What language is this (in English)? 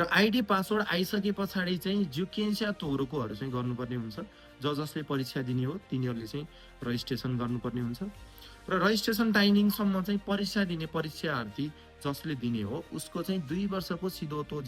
Nepali